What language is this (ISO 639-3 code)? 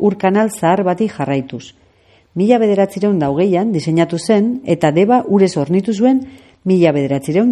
eus